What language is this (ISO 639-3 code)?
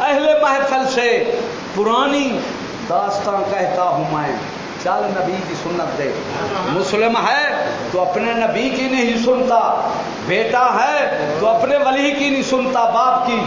skr